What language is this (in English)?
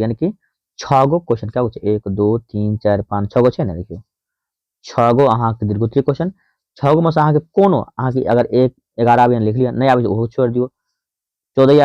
Maithili